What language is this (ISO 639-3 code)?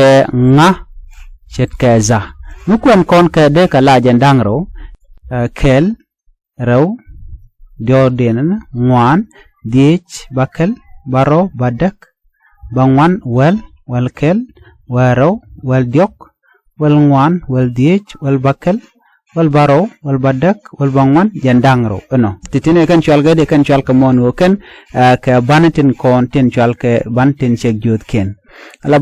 nus